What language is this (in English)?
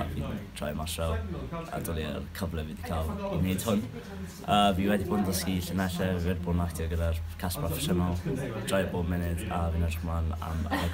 Welsh